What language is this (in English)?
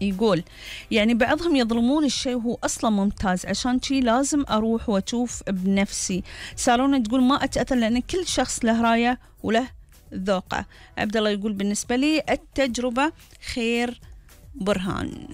Gulf Arabic